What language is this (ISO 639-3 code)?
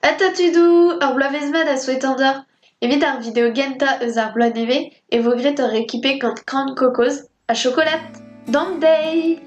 bre